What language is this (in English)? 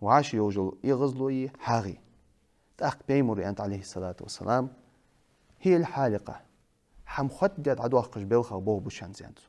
Ingush